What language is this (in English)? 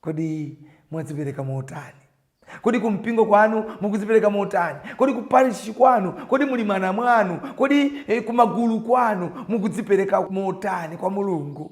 Nyanja